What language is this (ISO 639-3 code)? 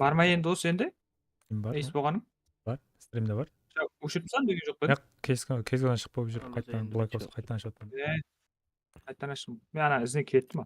kaa